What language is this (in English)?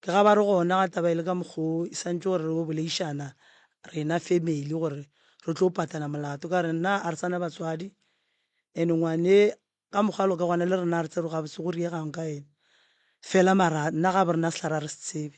Northern Sotho